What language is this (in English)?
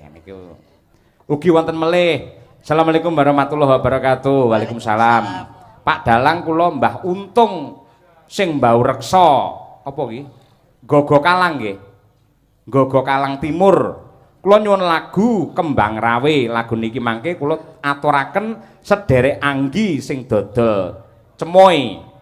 Javanese